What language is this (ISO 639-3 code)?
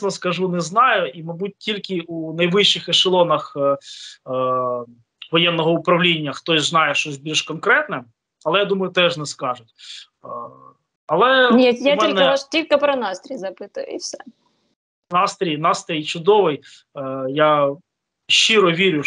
ukr